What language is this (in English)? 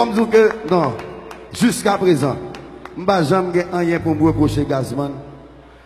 Haitian Creole